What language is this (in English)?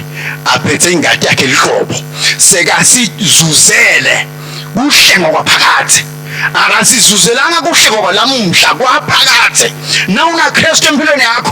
Swati